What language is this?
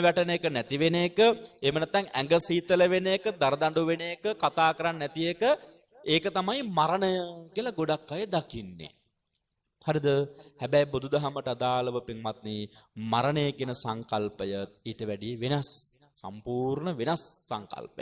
Sinhala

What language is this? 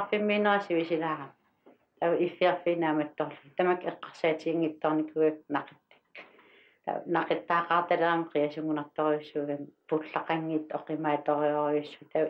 Kalaallisut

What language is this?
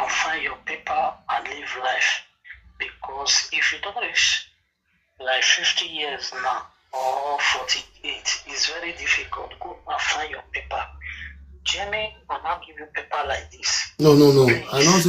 Nigerian Pidgin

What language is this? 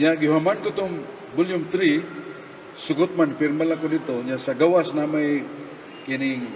Cebuano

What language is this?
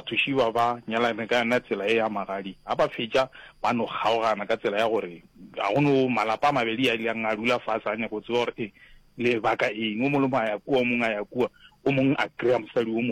Northern Sotho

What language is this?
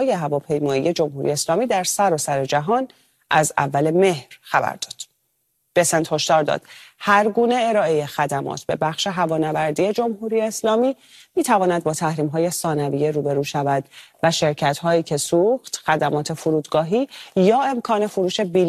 Persian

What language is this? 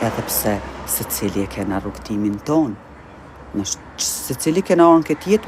Albanian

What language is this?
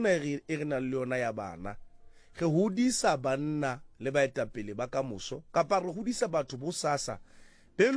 Southern Sotho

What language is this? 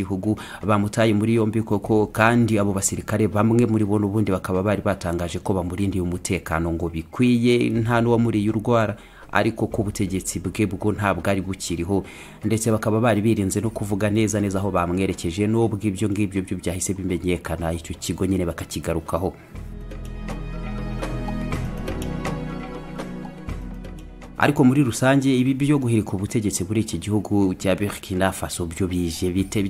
Kinyarwanda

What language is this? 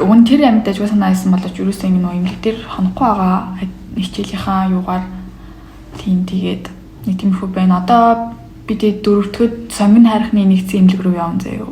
Mongolian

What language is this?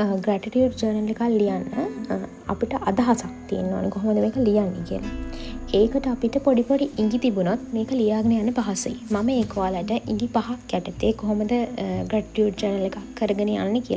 Sinhala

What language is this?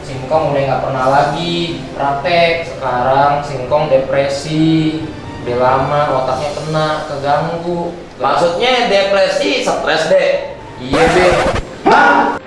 Betawi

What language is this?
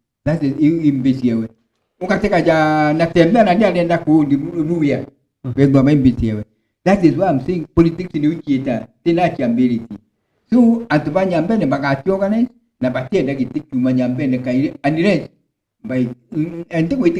Meru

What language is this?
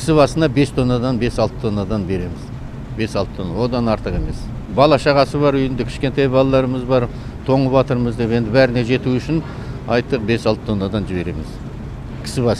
Kazakh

